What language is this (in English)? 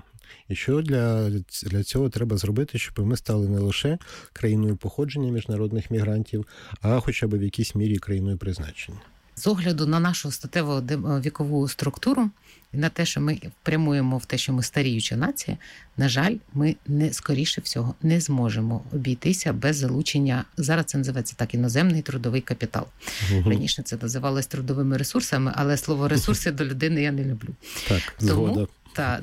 Ukrainian